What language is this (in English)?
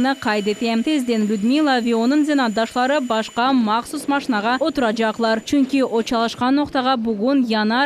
Crimean Tatar